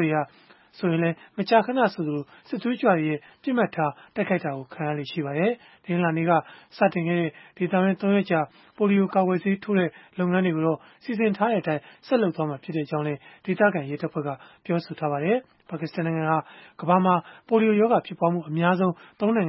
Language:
Burmese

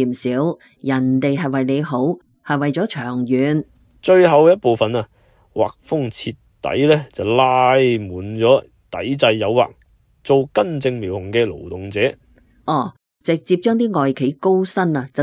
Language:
Cantonese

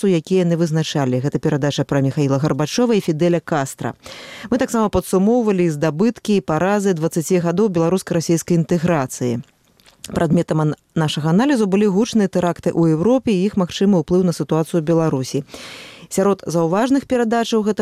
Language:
Belarusian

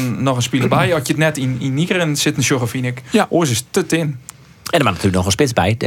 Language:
Western Frisian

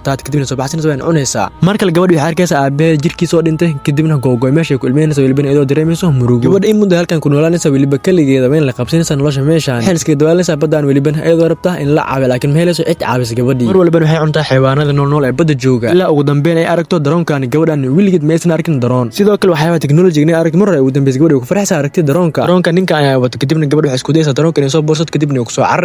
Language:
Somali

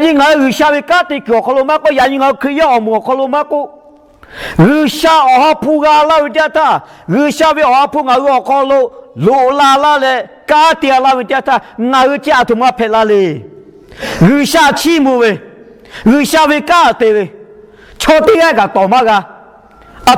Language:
Lahu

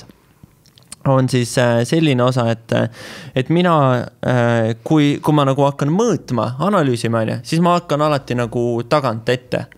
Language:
Estonian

